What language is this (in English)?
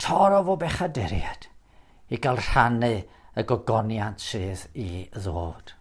Welsh